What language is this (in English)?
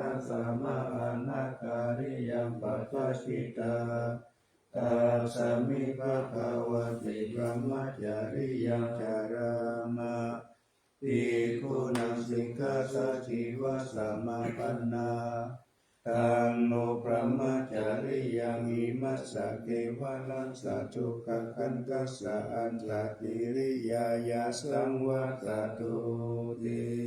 Pali